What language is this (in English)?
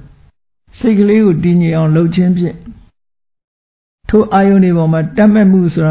Burmese